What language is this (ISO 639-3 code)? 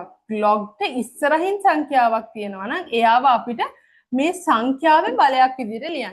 sin